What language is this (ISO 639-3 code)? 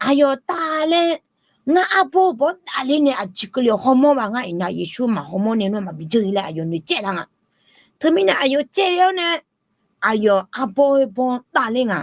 ahk